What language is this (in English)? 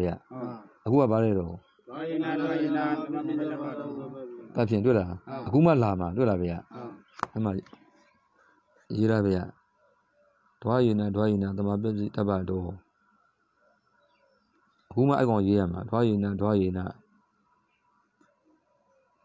Burmese